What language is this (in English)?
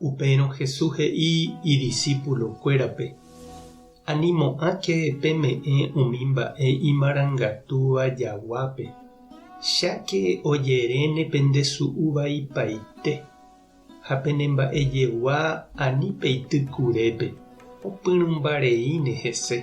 Guarani